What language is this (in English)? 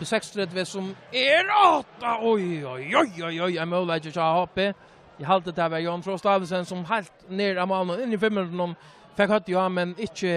Faroese